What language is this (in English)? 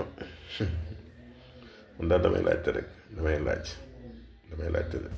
Wolof